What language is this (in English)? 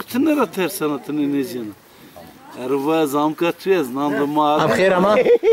Zaza